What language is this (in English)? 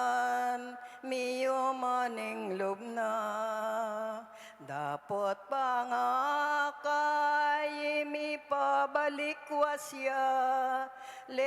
Pampanga